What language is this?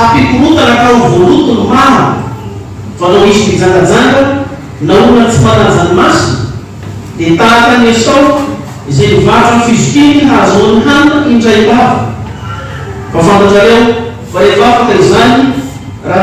Malagasy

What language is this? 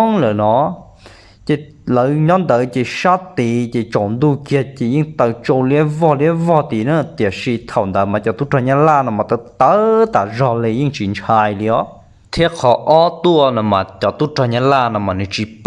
Hmong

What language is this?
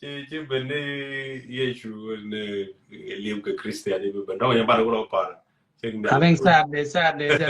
Nuer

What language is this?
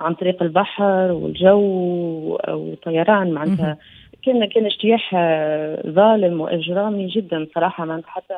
Tunisian Arabic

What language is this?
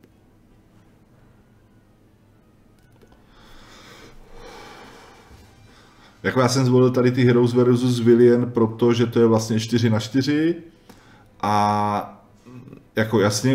Czech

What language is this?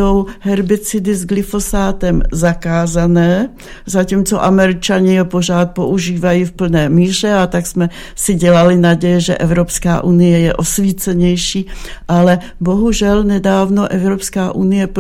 Czech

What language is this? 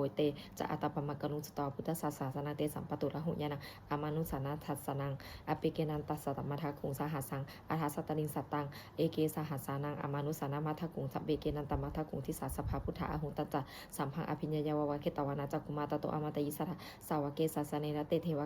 Pali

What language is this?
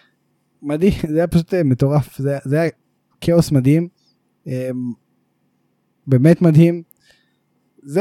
Hebrew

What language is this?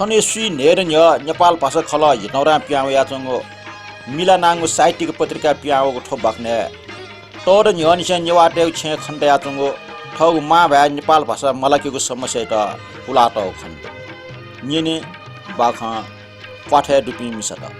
Newari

